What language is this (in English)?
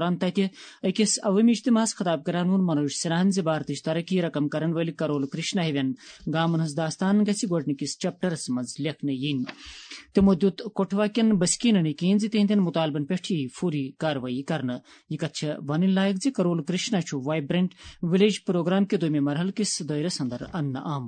Kashmiri